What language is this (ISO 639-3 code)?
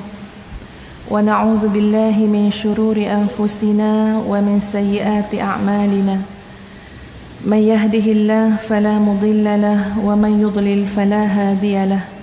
msa